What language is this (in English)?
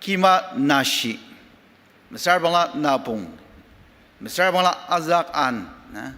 Ao Naga